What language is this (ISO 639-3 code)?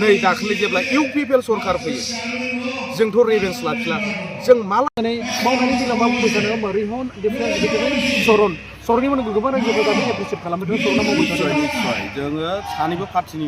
brx